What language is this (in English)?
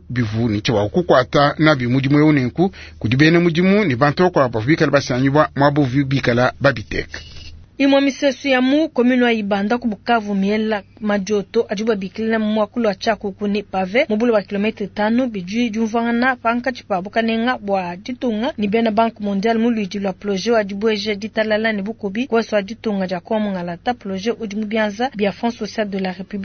Luba-Lulua